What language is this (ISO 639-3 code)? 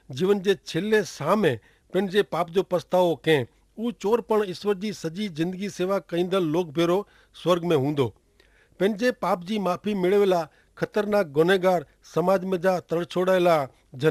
kfr